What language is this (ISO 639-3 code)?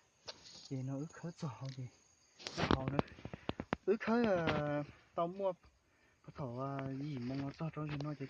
hmn